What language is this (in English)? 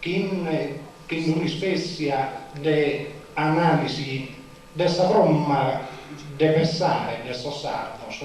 Sardinian